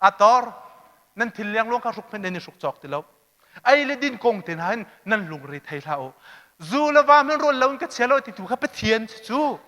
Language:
Hakha Chin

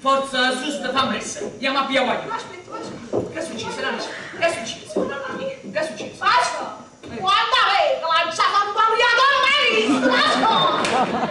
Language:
Neapolitan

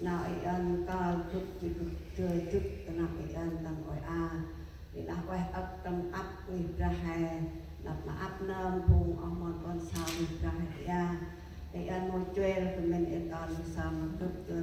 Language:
Central Mnong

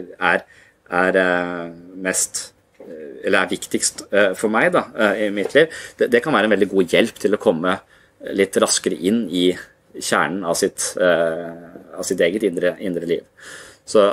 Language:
Norwegian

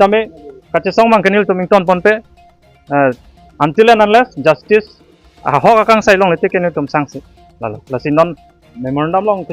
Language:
Karbi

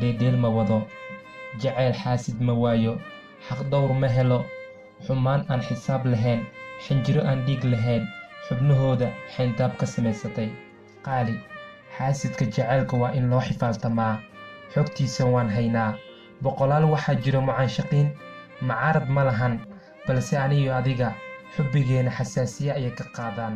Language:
Somali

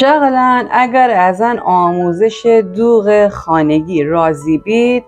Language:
Gilaki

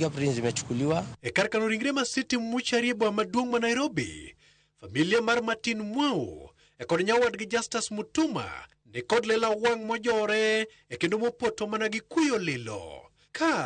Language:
Luo (Kenya and Tanzania)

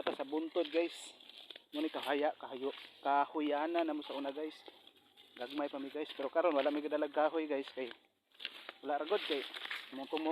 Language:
Cebuano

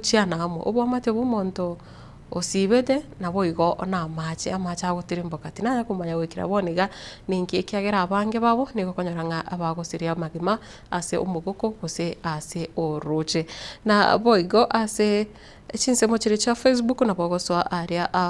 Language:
Gusii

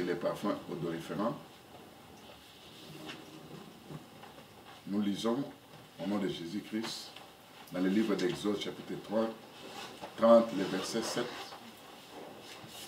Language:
French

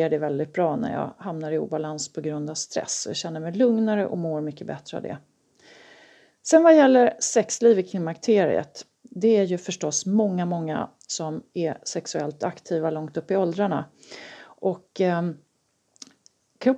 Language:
Swedish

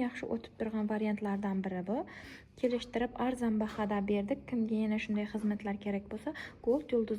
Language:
Uzbek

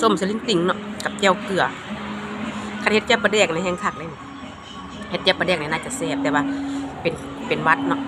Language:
Lao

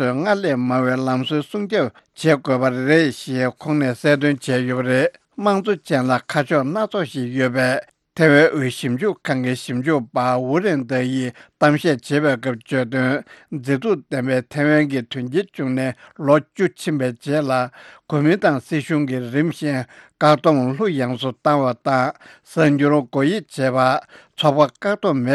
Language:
Tibetan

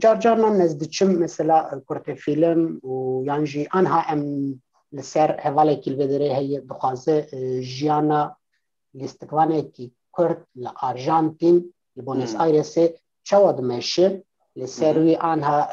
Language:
Kurdish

